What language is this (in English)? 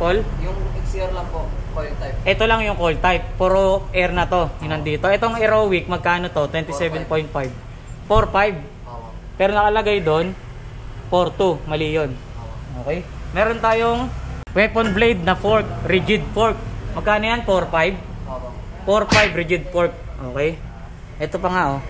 Filipino